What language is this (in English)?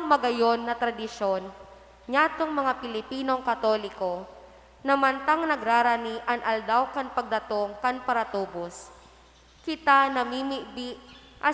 Bikol